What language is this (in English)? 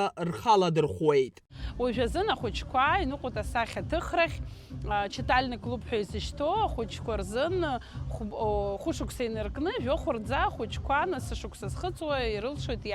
Abkhazian